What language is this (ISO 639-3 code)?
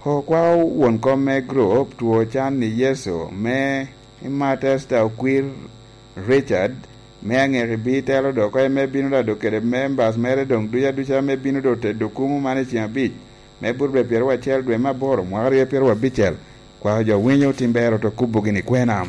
laj